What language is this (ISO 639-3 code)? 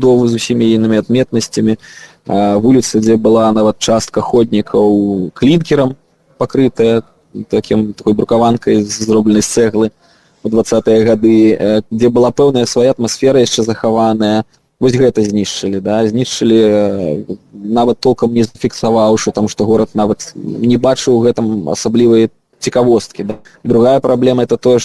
bel